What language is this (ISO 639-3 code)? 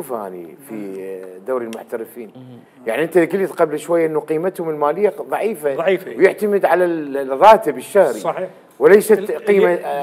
acm